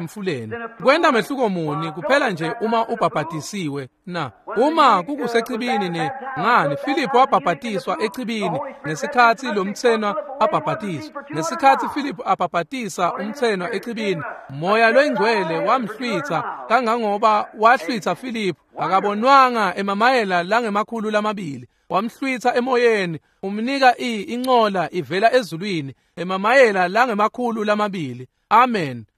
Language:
Swati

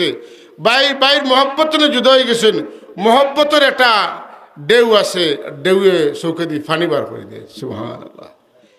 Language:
Sylheti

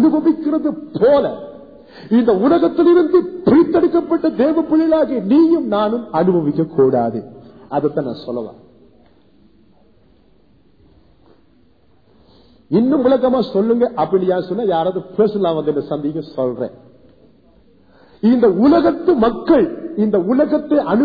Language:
Tamil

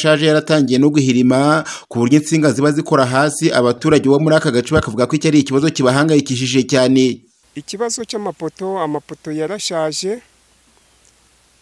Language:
Kinyarwanda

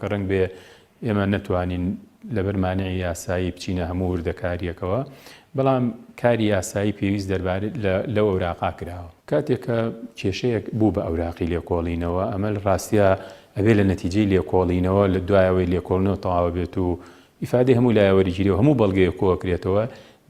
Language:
Central Kurdish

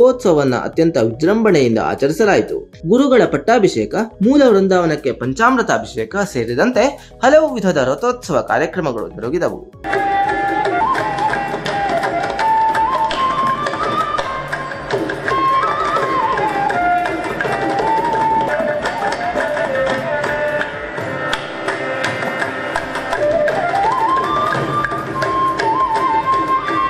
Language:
Kannada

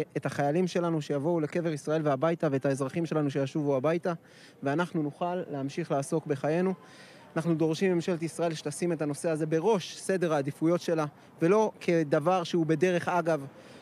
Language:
Hebrew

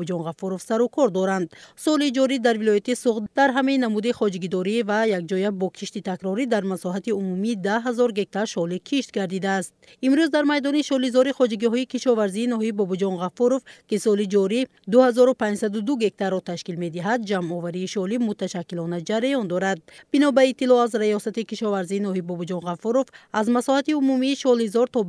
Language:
Tajik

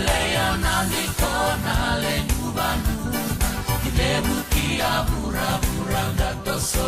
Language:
Fijian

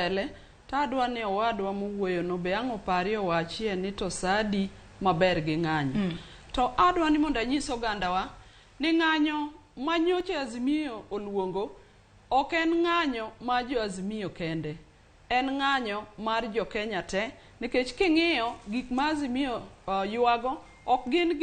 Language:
Luo (Kenya and Tanzania)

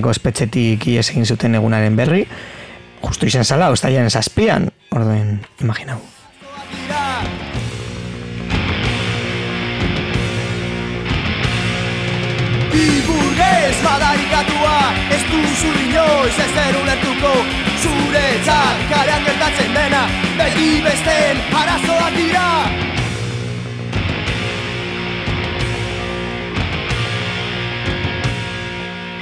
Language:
Basque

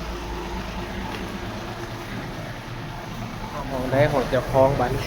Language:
Northeastern Thai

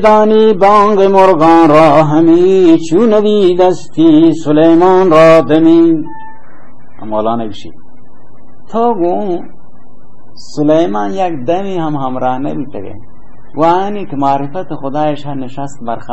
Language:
Baluchi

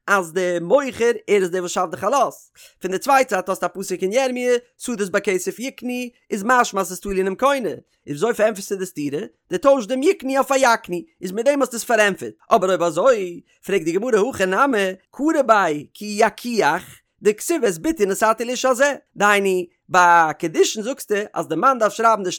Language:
Yiddish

